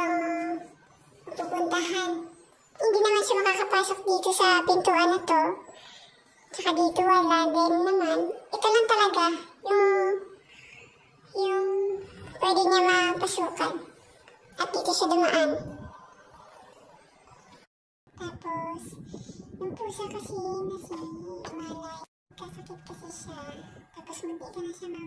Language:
Filipino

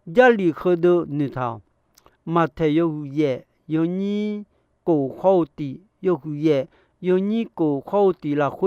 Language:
Akha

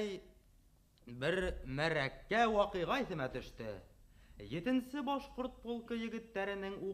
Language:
Bashkir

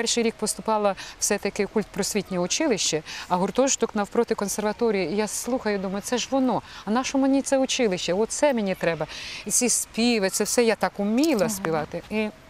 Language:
Ukrainian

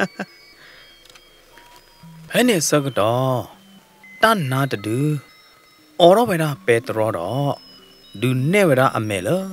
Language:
S'gaw Karen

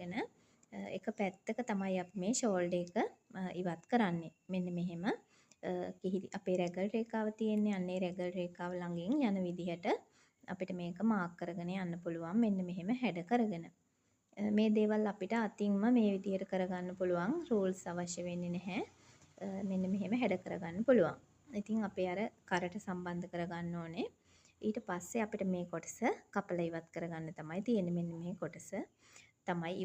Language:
Sinhala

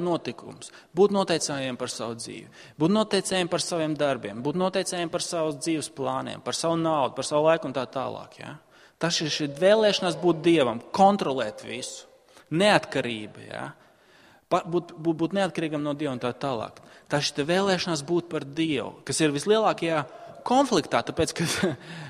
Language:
Latvian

